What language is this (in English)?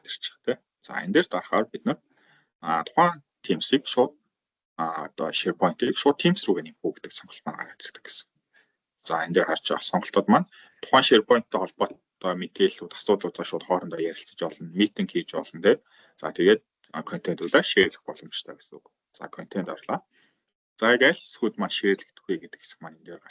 Mongolian